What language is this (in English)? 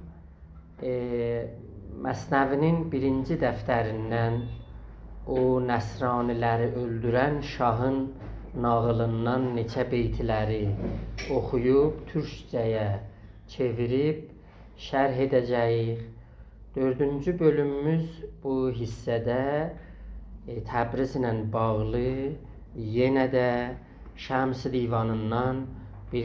South Azerbaijani